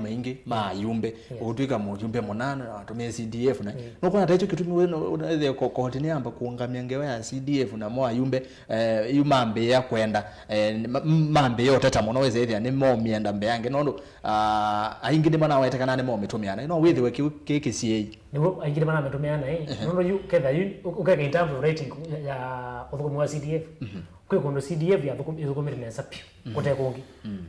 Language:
Kamba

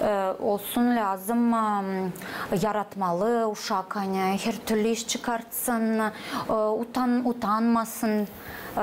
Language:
Gagauz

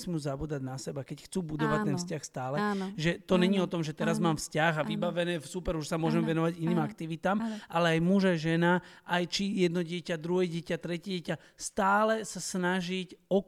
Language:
Slovak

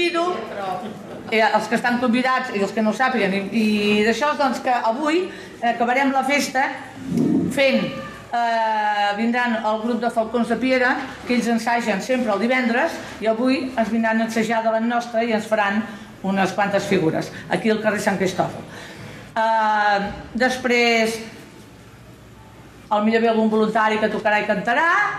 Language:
Catalan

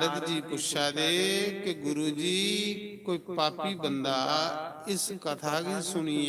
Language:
Dogri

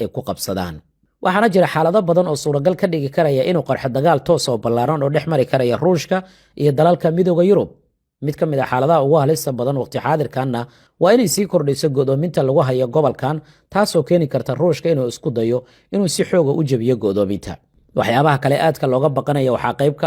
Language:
Somali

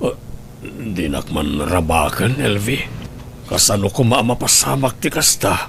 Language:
Iloko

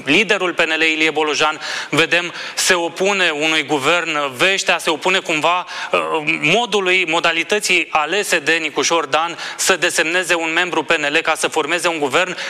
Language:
Romanian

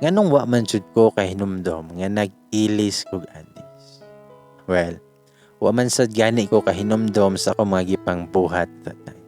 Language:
Cebuano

